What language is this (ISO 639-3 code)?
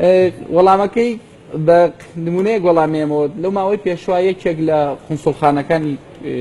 ckb